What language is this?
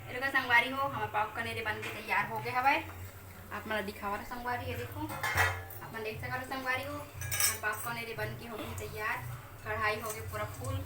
Chhattisgarhi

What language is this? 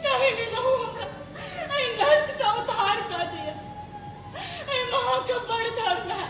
Maithili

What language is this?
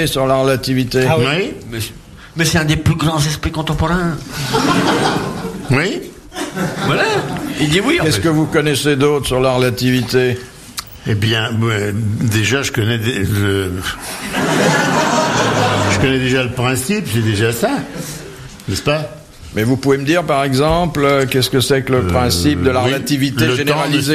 French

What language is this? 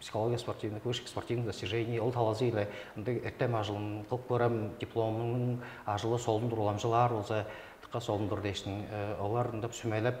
Tuvinian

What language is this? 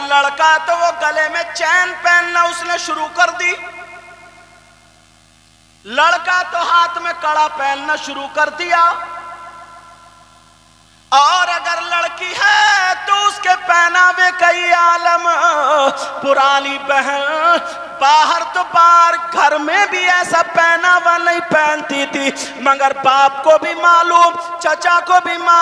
Urdu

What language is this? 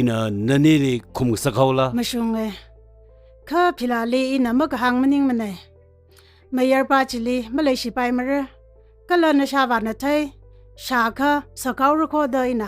Tangkhul Naga (India)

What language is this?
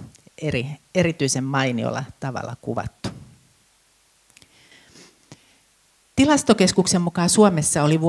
Finnish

